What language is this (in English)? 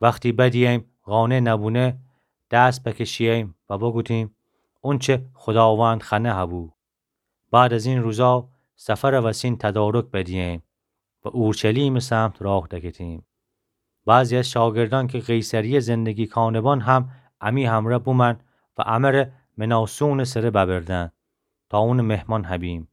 Gilaki